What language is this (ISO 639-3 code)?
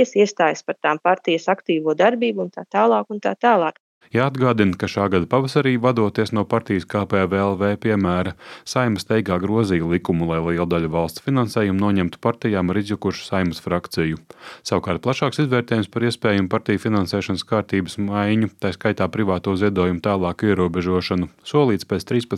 lav